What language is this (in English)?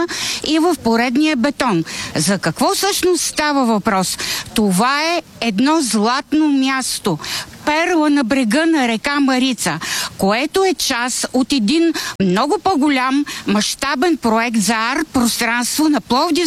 Bulgarian